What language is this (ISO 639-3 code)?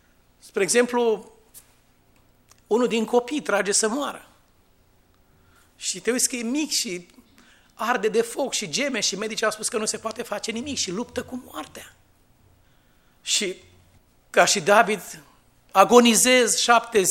ron